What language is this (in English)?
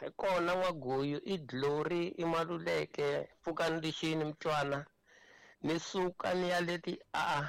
Tsonga